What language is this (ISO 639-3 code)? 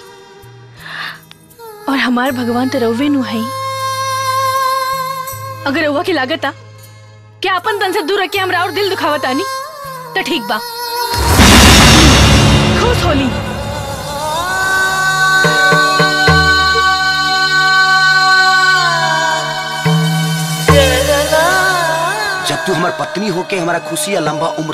bho